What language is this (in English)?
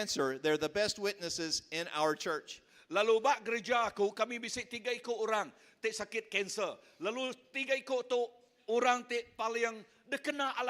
Iban